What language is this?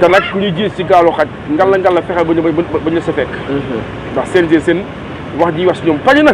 Wolof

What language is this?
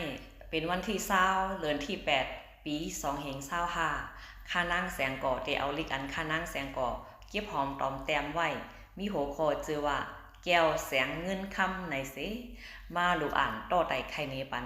Shan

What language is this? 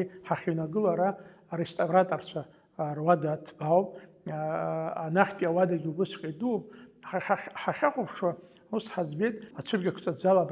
Abkhazian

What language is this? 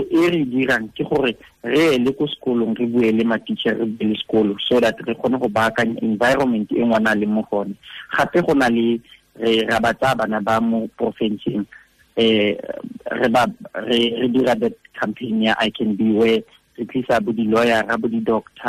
Tswana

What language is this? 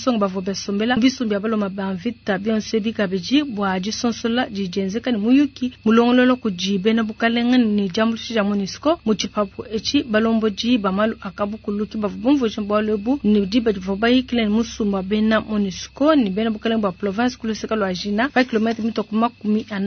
Luba-Lulua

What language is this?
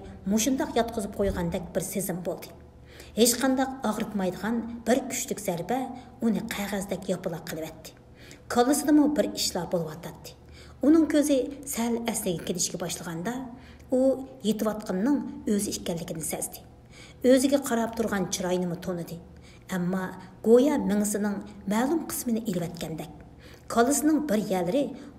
Uyghur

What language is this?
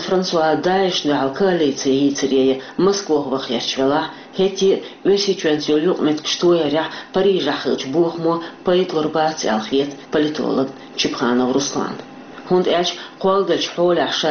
Chechen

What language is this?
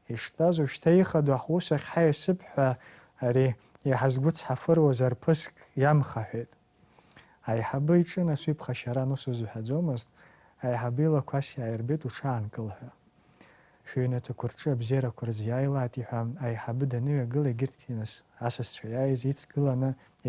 Abkhazian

